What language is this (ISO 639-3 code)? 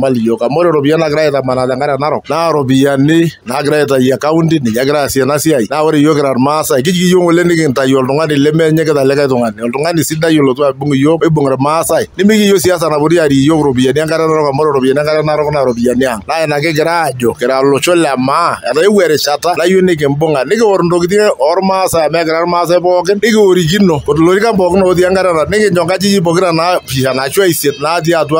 mas